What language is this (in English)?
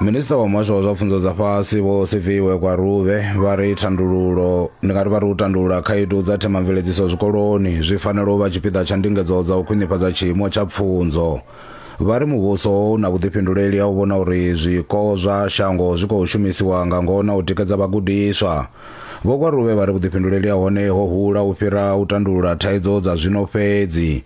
Venda